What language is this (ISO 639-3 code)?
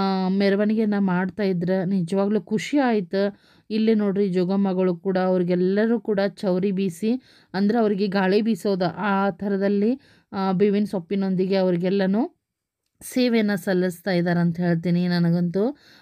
kan